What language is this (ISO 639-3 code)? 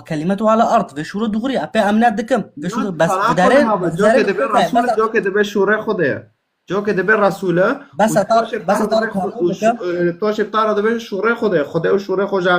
kur